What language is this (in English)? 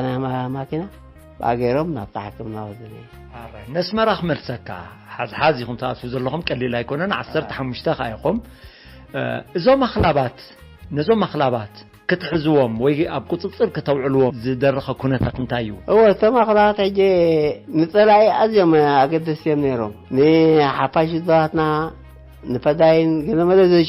Tigrinya